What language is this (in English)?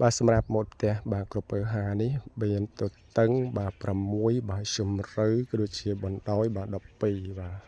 Khmer